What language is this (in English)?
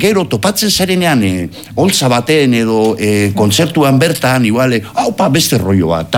Basque